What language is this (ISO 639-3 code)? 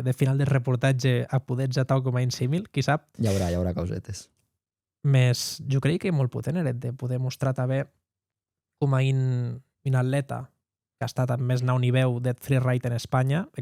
oci